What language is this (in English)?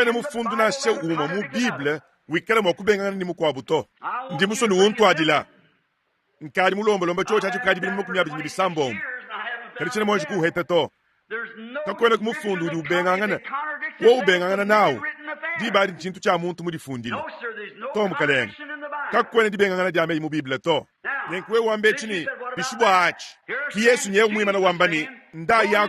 Luba-Lulua